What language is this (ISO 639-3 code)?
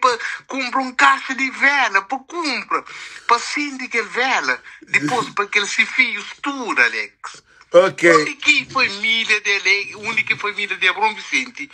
kea